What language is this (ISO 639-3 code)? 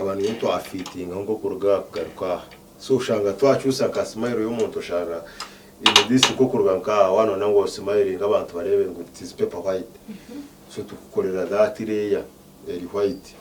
nyn